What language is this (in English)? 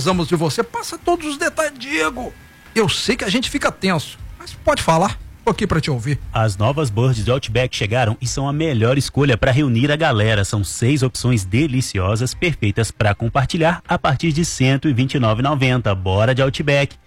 Portuguese